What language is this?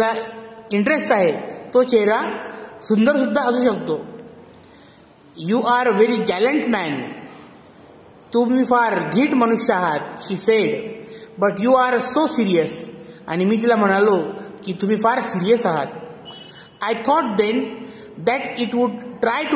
Marathi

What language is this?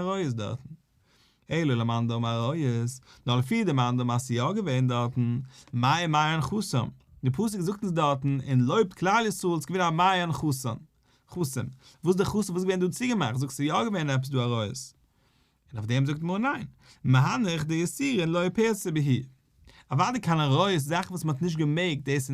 Yiddish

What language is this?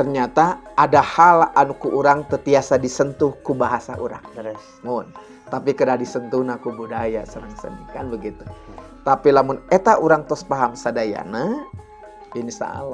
Sundanese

